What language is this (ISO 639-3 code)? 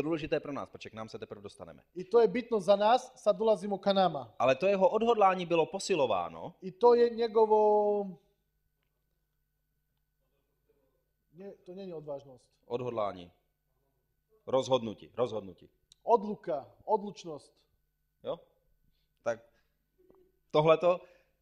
ces